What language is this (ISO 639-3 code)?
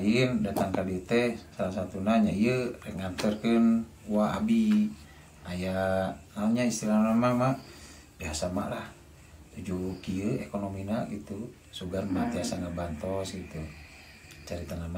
sun